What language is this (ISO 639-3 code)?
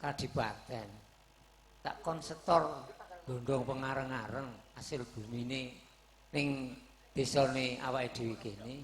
jav